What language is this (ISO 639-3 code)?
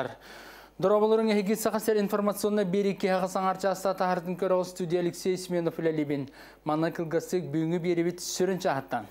sah